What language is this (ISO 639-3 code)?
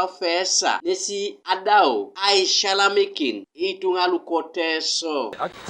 teo